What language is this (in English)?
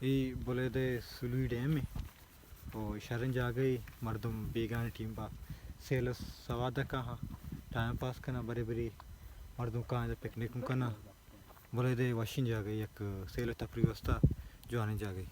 Baluchi